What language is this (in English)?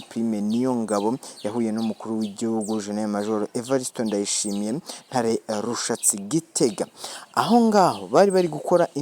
Rundi